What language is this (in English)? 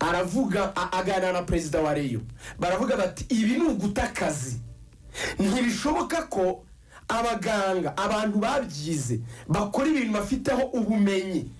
Kinyarwanda